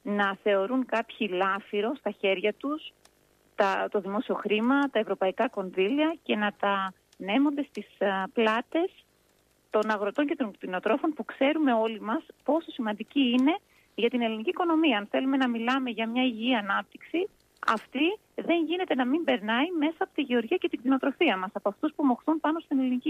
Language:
Greek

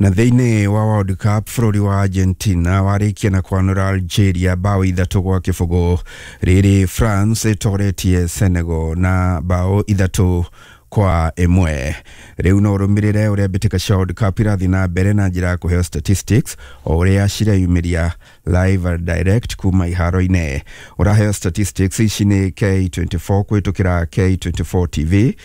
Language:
Kikuyu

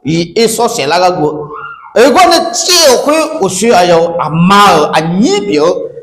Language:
Akha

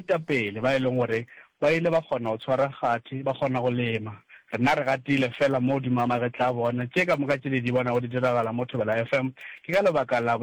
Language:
Northern Sotho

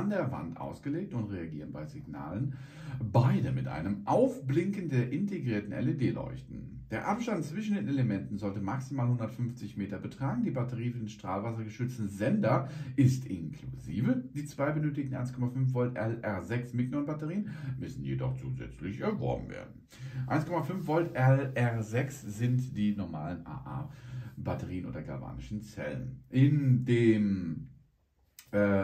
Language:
German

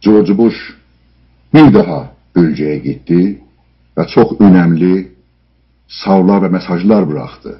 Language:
South Azerbaijani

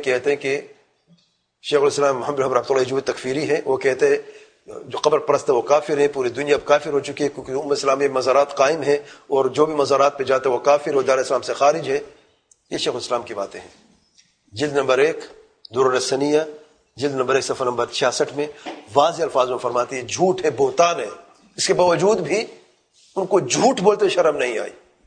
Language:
Urdu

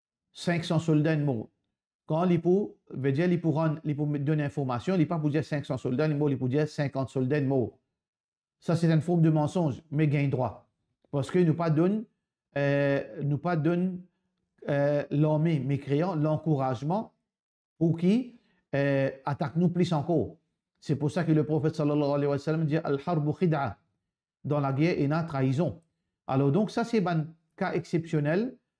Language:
Morisyen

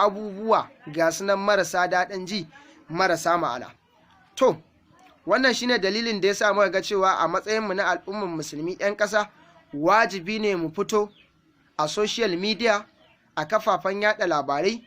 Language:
Hausa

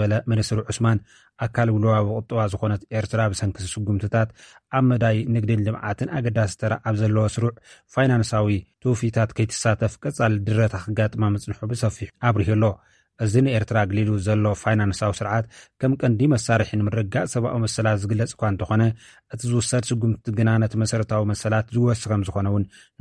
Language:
Tigrinya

